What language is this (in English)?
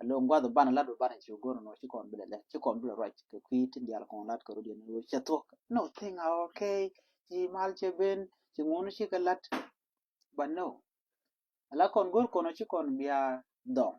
Nuer